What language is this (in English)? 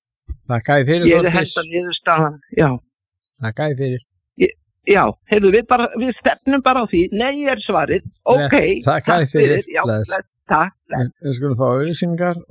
Icelandic